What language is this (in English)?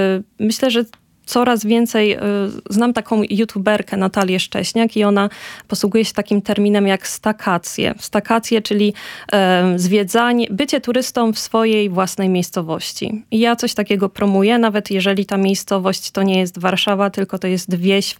Polish